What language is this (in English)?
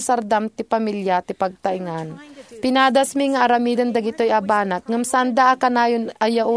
Iloko